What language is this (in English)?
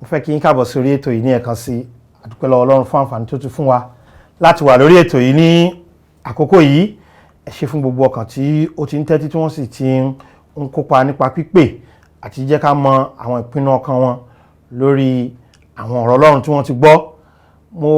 Yoruba